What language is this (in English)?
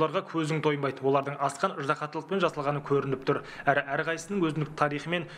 Kazakh